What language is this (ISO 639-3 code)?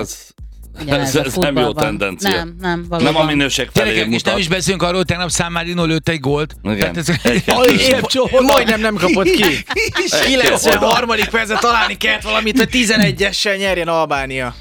hun